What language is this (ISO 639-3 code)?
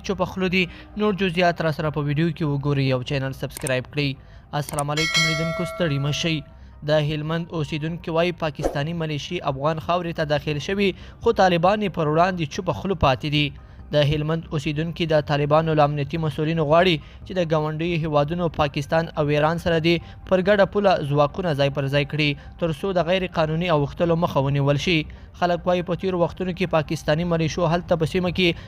pus